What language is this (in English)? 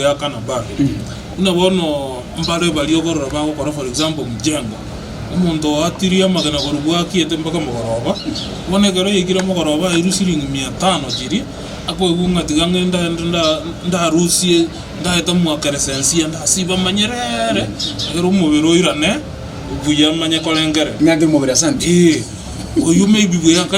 Gusii